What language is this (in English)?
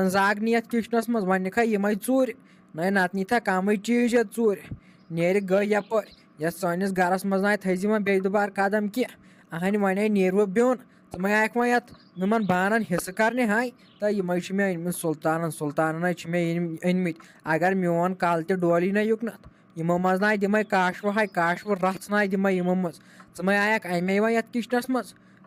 Kashmiri